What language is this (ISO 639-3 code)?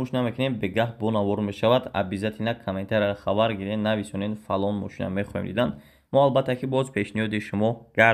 tgk